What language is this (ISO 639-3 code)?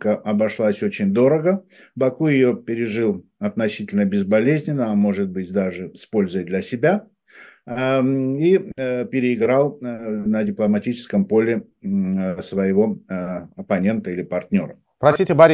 rus